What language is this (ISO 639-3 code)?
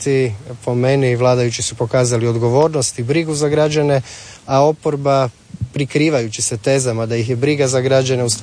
hrv